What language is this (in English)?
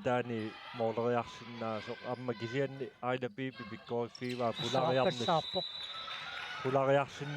Kalaallisut